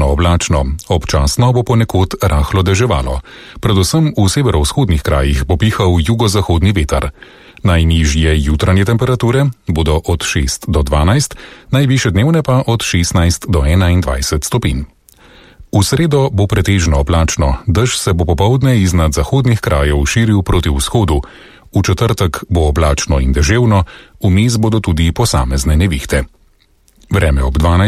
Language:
Slovenian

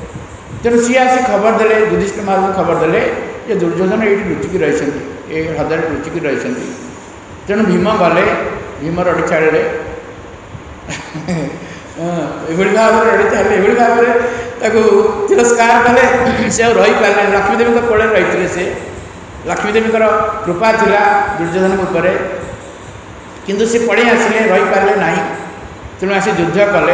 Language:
Odia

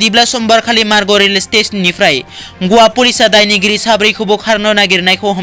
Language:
Bodo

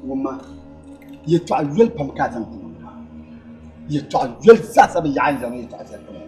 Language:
Dagbani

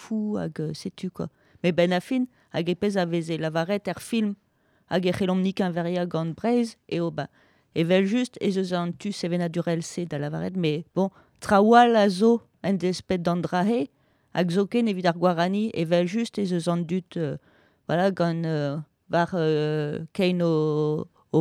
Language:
Breton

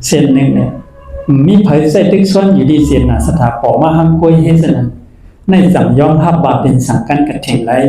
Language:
Shan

